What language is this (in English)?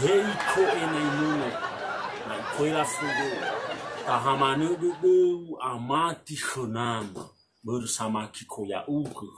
Nias